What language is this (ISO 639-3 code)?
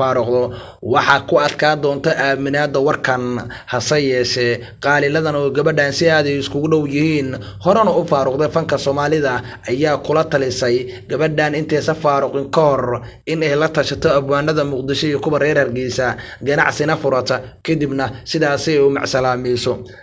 som